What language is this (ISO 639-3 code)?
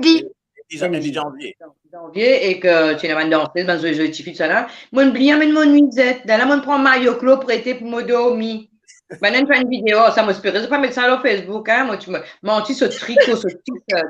mfe